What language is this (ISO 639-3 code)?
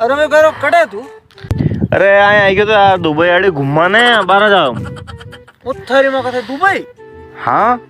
raj